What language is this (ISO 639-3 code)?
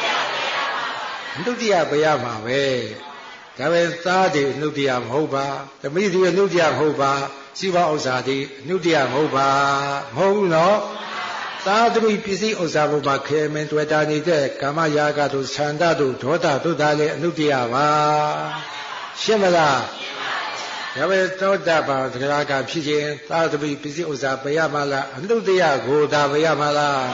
mya